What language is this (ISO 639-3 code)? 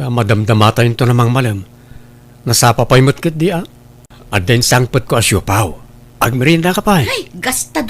ilo